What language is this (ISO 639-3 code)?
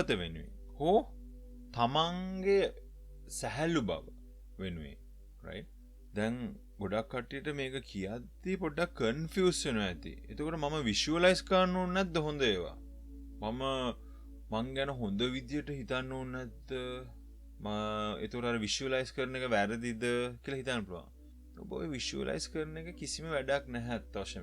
sin